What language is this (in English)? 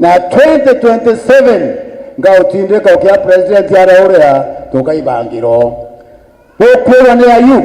Meru